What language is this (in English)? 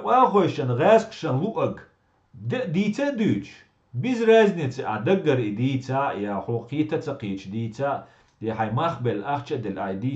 Chechen